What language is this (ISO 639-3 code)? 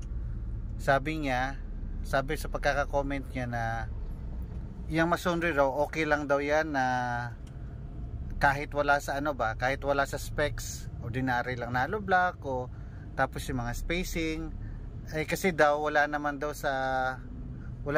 fil